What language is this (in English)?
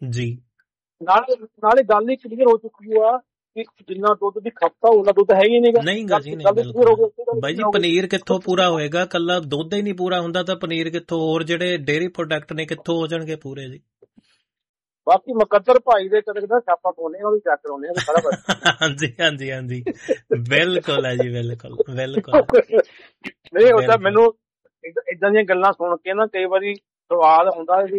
Punjabi